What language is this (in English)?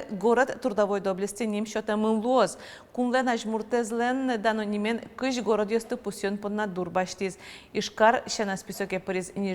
Udmurt